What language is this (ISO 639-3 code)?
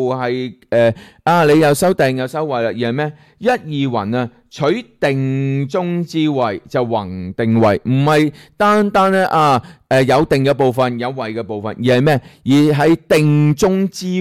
yue